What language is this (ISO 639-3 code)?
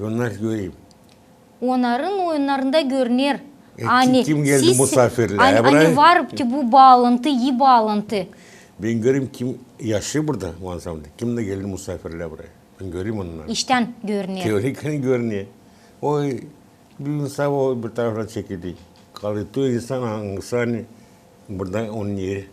gag